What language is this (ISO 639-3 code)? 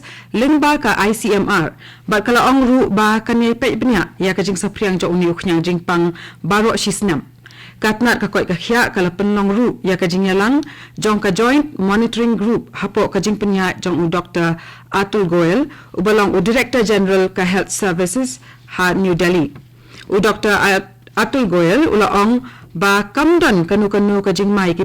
kha